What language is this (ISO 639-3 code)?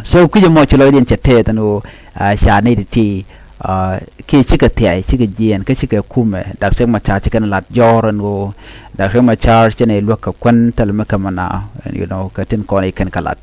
nus